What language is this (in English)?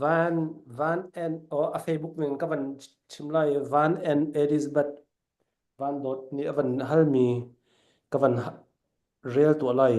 Falam Chin